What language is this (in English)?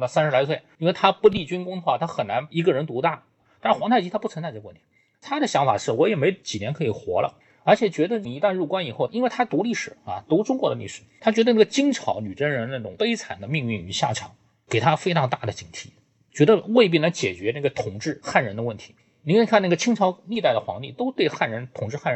Chinese